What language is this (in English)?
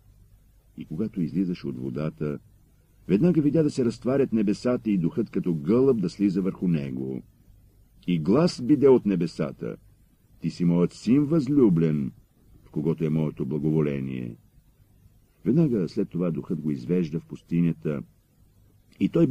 Bulgarian